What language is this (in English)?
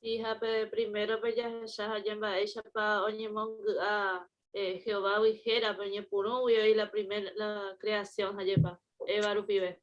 Guarani